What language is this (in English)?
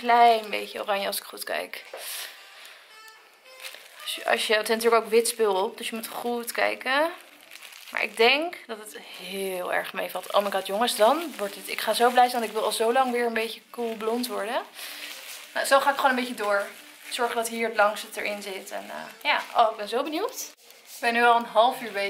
Dutch